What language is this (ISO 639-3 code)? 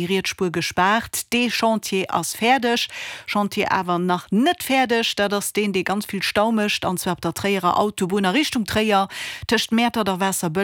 ltz